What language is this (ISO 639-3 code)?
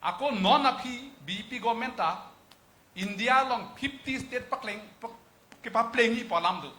mjw